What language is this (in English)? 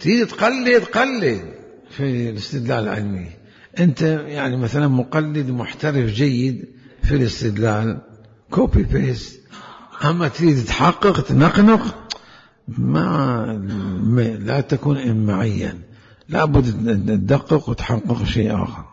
Mesopotamian Arabic